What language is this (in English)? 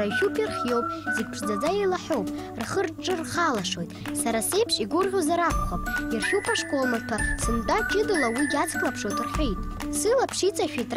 Abkhazian